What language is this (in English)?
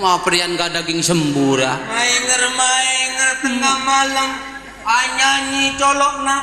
Madurese